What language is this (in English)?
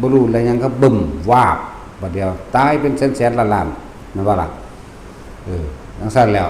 Northeastern Thai